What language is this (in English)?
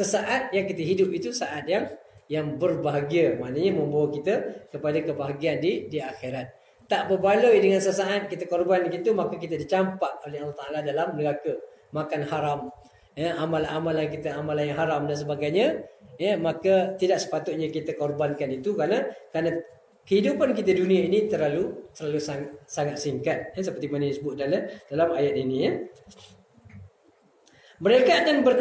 Malay